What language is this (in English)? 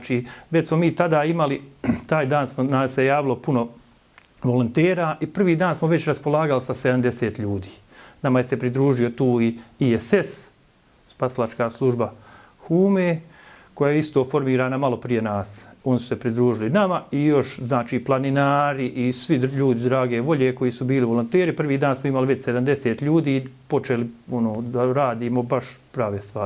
Bosnian